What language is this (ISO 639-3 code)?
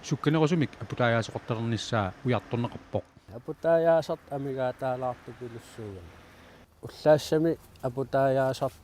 kal